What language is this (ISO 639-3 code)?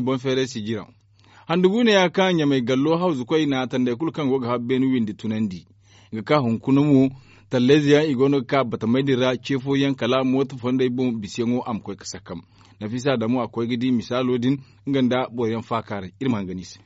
dje